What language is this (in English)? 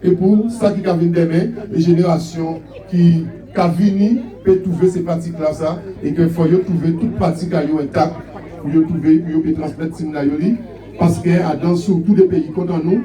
Guadeloupean Creole French